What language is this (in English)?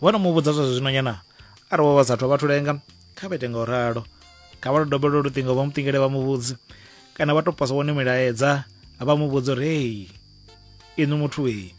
Venda